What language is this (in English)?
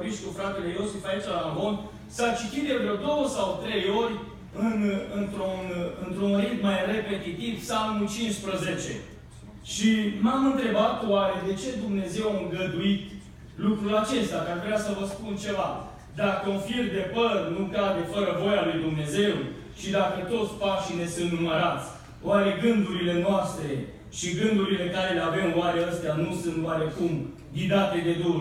Romanian